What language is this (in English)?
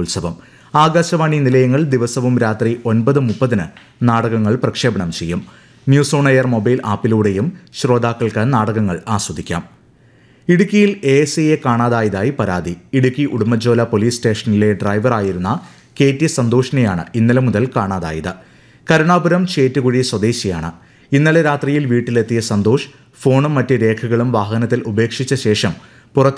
Malayalam